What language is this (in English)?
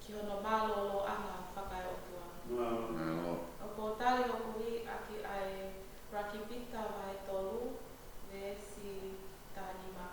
Tongan